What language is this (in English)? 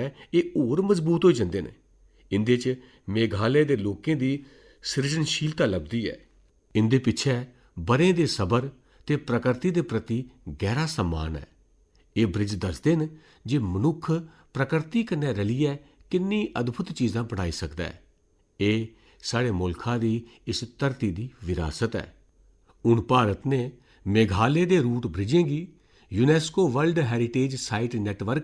Dogri